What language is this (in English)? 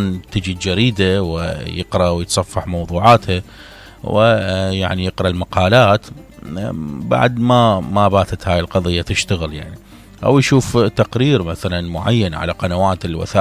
Mesopotamian Arabic